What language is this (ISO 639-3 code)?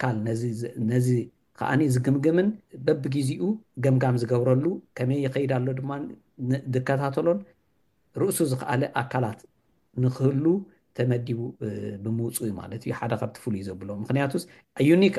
tir